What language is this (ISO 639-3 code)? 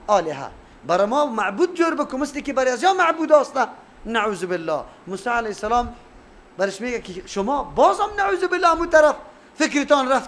fas